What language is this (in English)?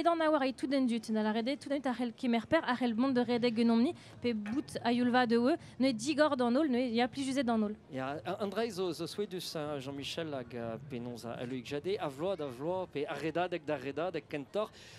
Breton